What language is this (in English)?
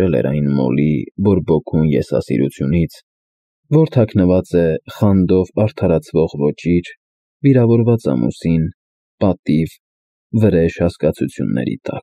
Armenian